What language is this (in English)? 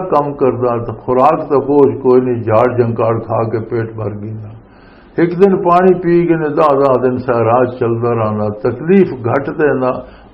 Western Panjabi